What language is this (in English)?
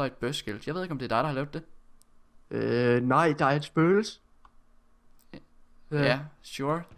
Danish